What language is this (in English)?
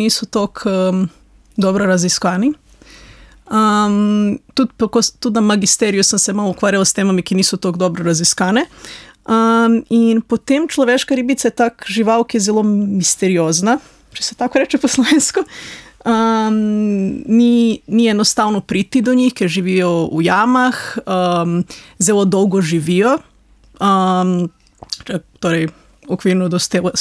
Slovenian